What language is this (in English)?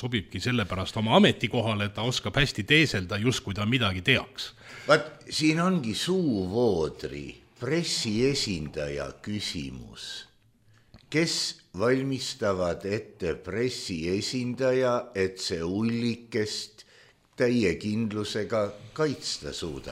Estonian